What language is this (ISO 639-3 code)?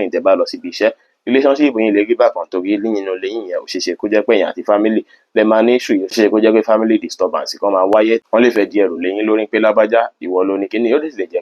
yor